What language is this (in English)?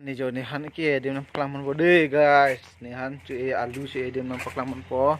Karbi